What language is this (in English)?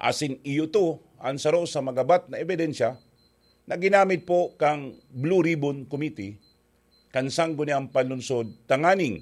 Bikol